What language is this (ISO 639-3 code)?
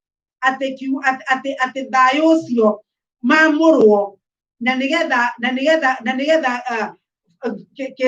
kik